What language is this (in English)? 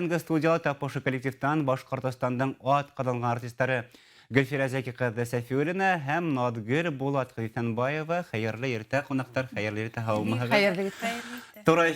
Bashkir